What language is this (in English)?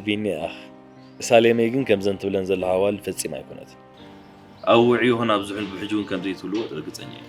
Tigrinya